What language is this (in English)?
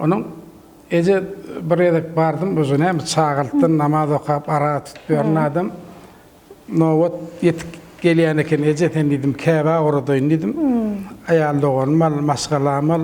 Turkmen